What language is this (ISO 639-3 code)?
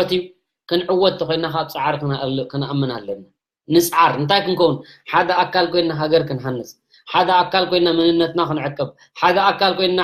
tir